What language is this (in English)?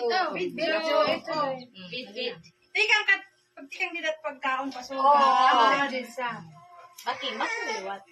Waray